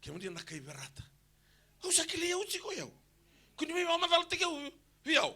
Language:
Fijian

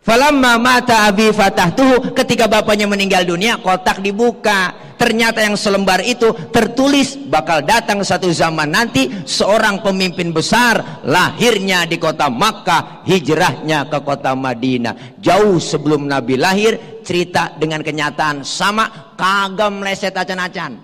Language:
Betawi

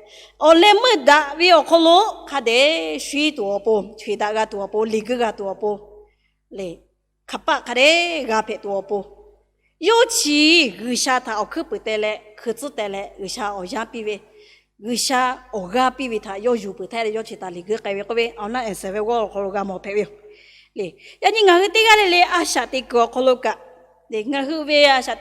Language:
Lahu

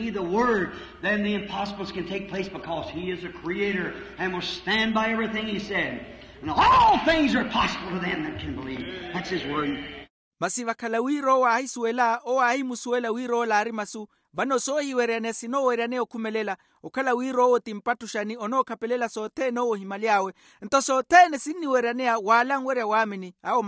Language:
Makhuwa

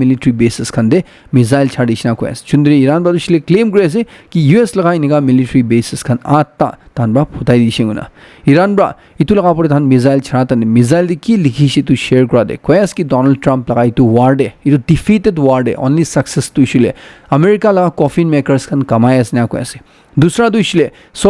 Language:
Naga Pidgin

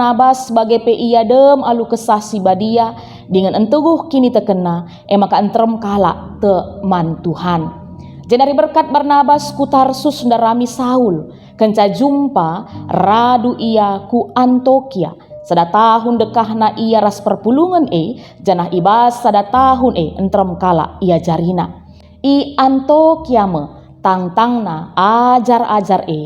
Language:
Batak Karo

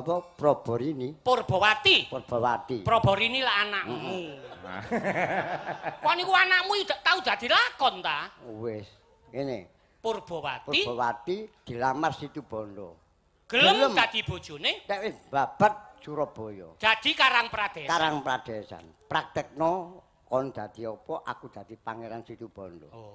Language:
Javanese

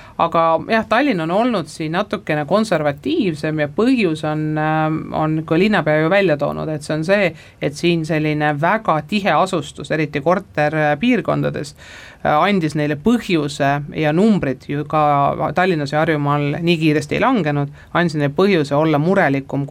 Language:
Estonian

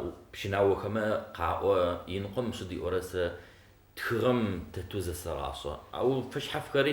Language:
Adyghe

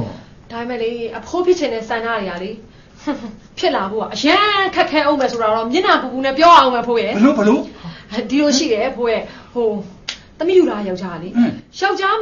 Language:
Burmese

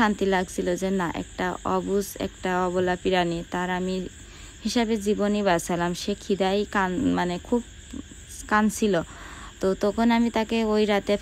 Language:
Bangla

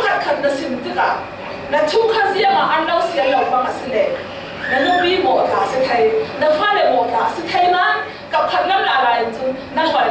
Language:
Falam Chin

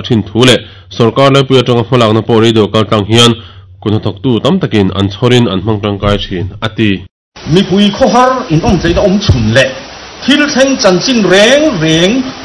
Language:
Mizo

